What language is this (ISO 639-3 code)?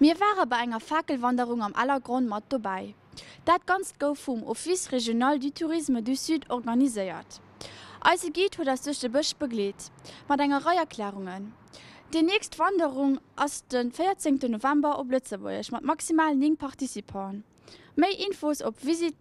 ltz